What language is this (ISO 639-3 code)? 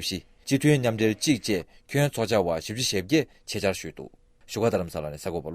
bod